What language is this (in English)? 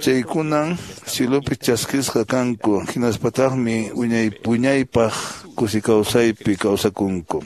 Quechua